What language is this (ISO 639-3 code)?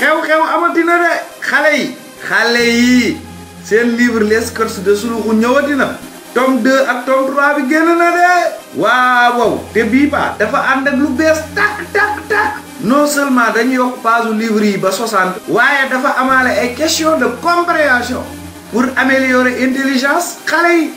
wol